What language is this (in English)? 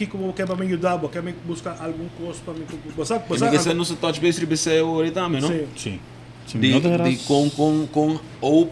Papiamento